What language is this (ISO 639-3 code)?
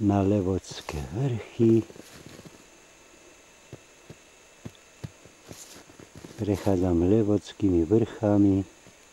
slk